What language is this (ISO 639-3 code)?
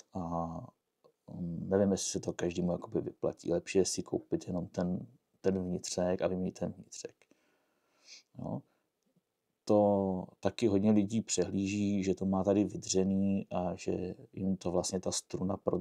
ces